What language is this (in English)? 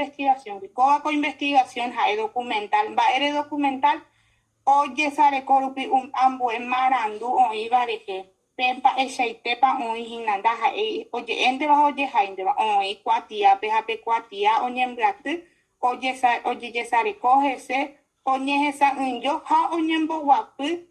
Guarani